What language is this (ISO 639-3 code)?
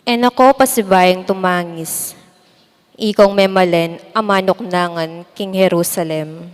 pam